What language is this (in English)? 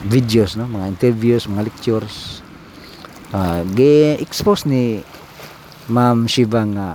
Cebuano